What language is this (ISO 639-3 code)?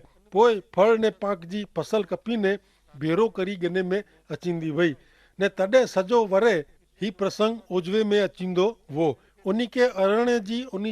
kfr